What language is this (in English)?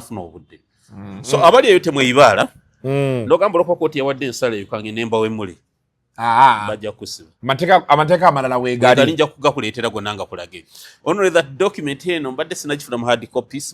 Ganda